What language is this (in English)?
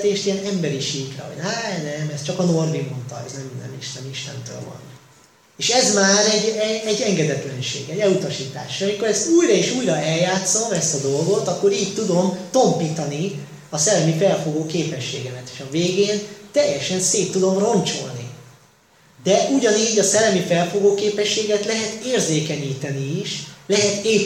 Hungarian